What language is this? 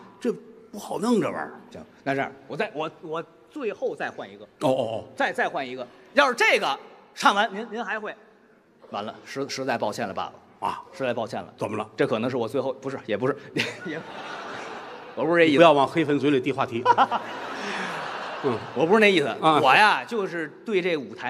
Chinese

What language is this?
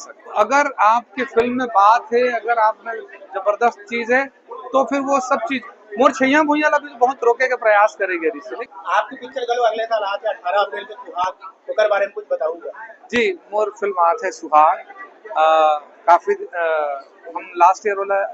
Chhattisgarhi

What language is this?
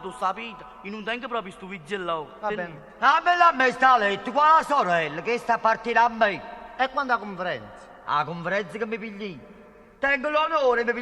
Neapolitan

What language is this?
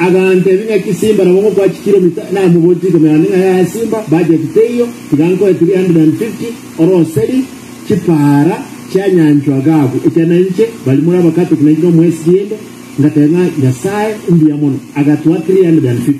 Gusii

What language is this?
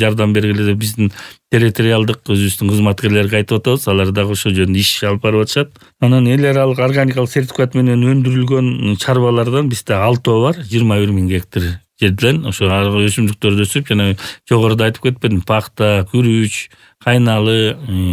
Kyrgyz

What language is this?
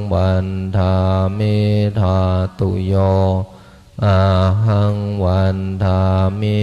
Pali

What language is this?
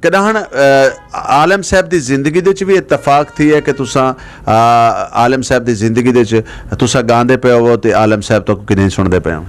Saraiki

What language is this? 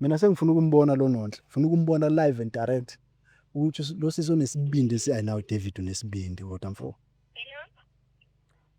Zulu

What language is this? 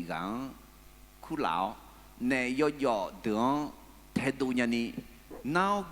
Akha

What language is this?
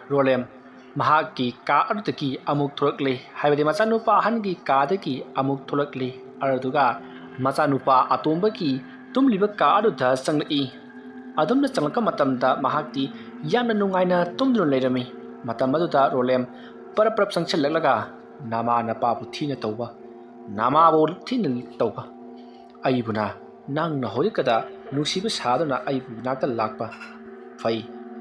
Manipuri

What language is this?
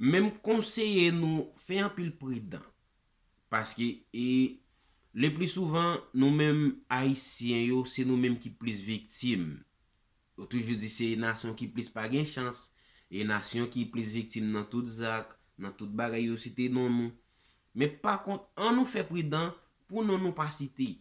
Haitian Creole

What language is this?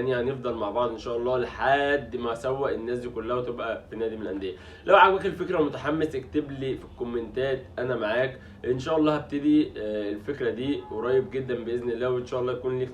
Egyptian Arabic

